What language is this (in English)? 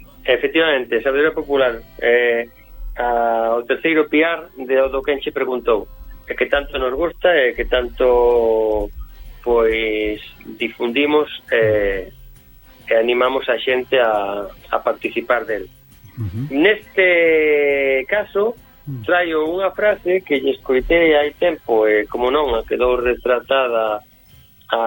Galician